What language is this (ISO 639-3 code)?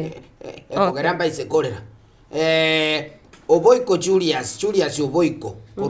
guz